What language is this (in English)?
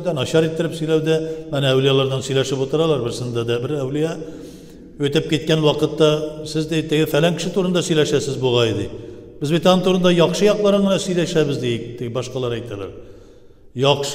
Tatar